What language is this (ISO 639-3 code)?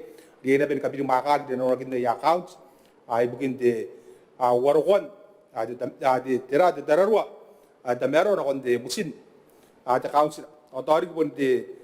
gil